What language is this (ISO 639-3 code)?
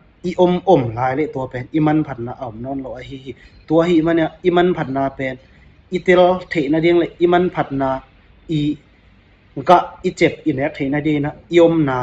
ctd